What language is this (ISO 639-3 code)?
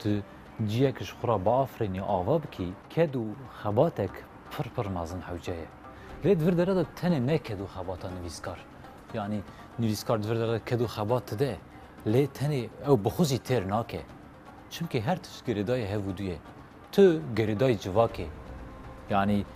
kur